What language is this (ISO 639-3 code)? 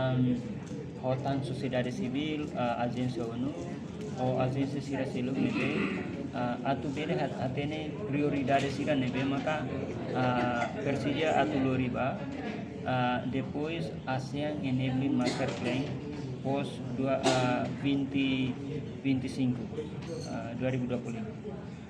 tet